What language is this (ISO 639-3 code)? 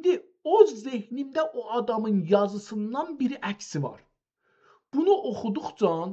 azb